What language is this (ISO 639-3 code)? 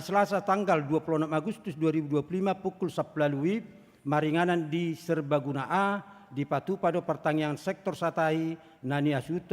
bbc